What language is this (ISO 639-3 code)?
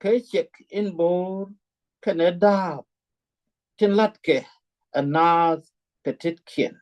nus